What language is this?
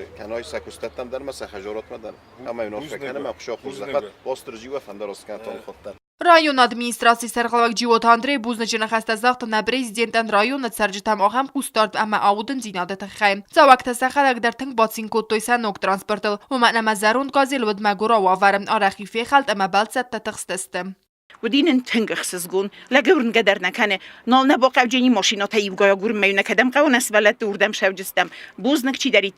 Ossetic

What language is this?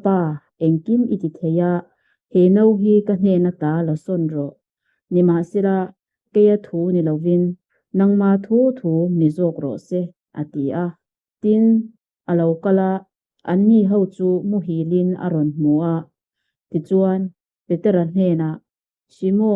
Mizo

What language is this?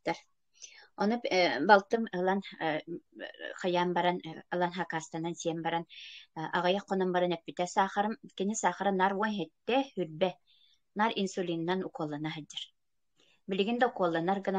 Yakut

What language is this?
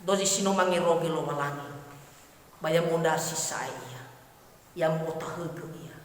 Nias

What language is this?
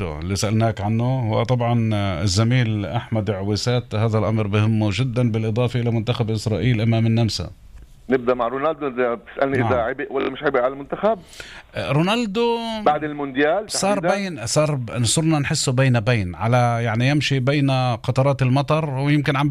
North Levantine Arabic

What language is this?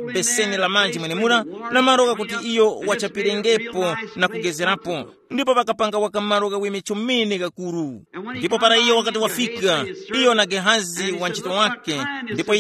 Tumbuka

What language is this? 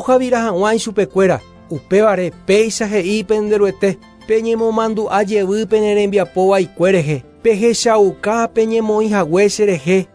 Guarani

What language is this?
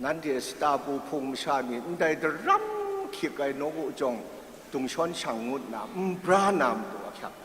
Kachin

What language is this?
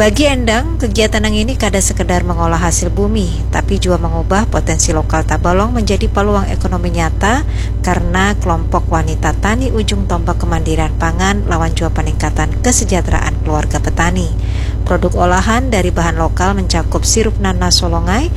Banjar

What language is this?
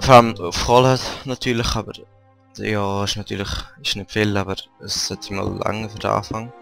Swiss German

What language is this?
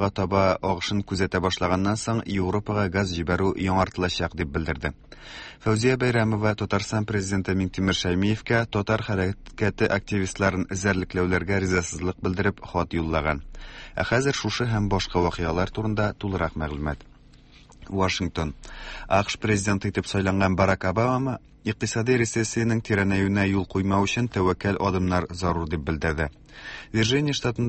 Tatar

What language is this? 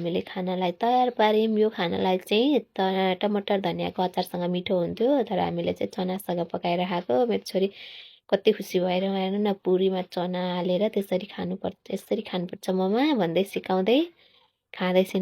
Nepali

